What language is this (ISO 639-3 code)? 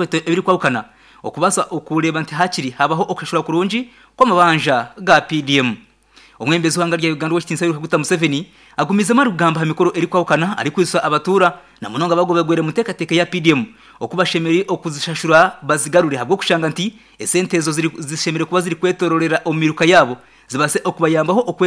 nyn